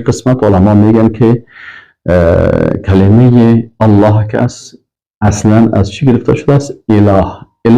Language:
Persian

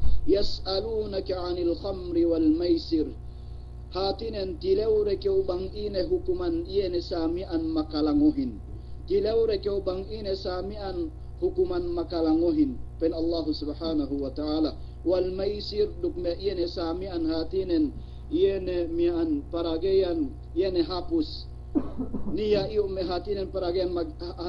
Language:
Yakan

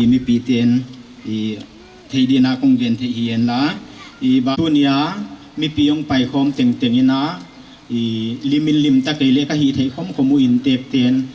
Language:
Paite Chin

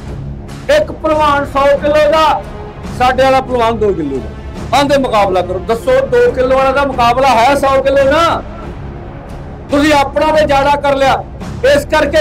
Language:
Punjabi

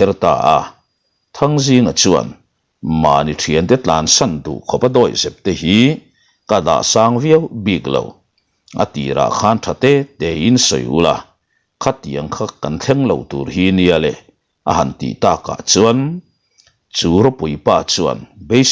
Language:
Mizo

